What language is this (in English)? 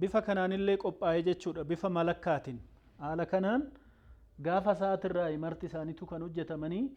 Oromo